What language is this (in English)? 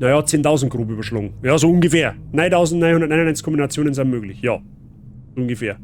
Bavarian